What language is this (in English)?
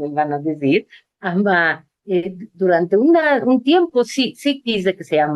Ladino